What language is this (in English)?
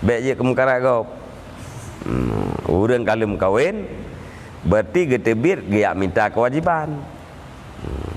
Achinese